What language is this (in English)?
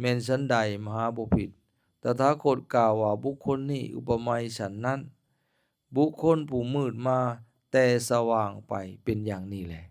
Lao